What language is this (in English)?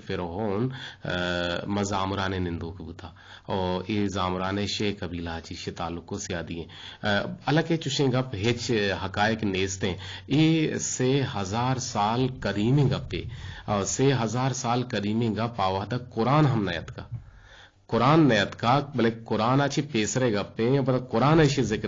Eastern Balochi